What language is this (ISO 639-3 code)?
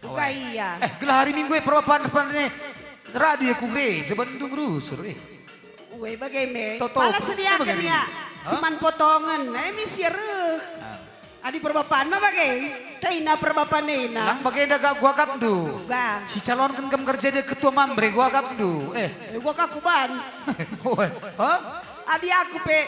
btx